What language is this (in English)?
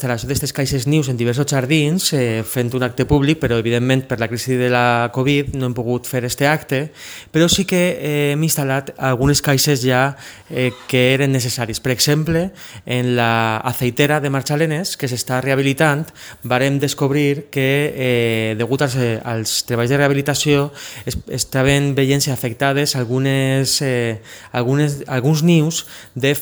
Catalan